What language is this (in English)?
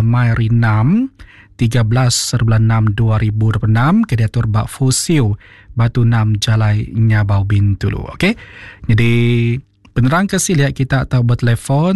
Iban